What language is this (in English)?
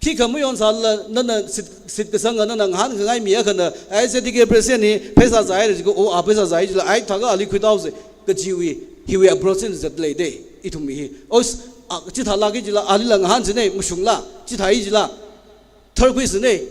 Tangkhul Naga (India)